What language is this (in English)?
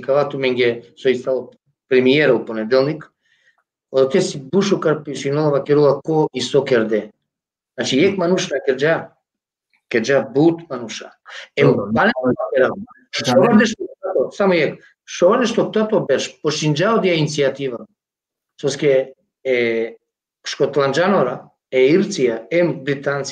Balkan Romani